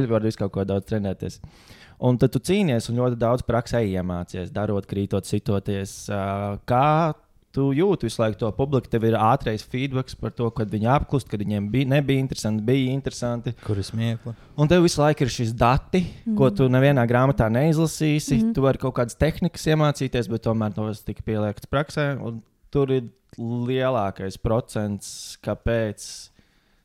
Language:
Latvian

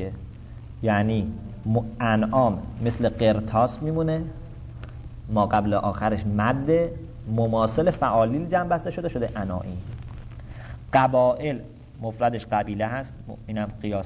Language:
Persian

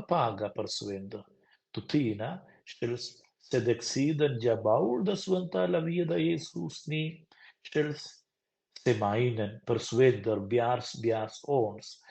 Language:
Romansh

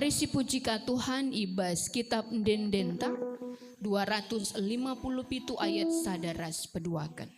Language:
Batak Karo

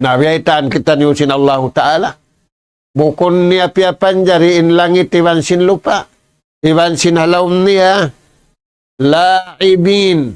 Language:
Tausug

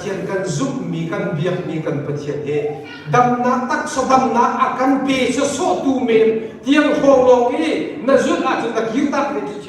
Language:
Hakha Chin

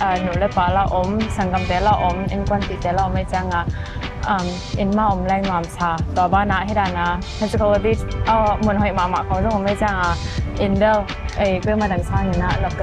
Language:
Tedim Chin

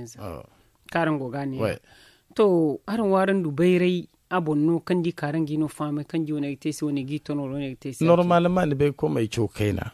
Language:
Zarma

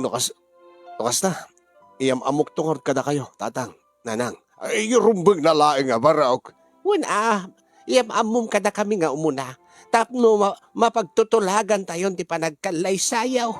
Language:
Iloko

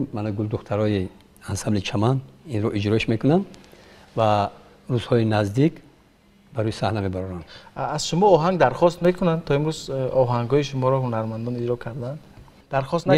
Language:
Tajik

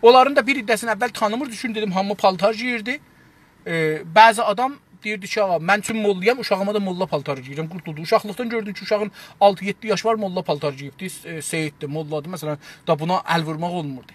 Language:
South Azerbaijani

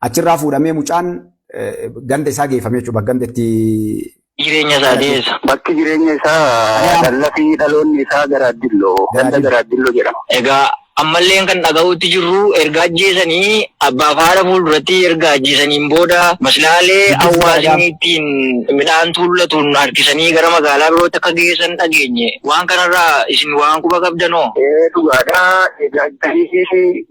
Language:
Oromo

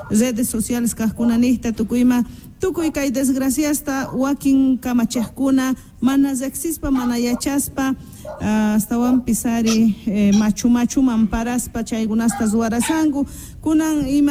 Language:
South Bolivian Quechua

